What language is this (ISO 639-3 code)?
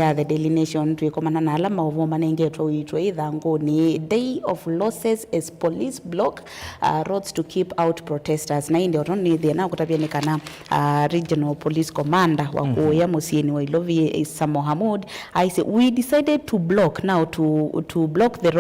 kam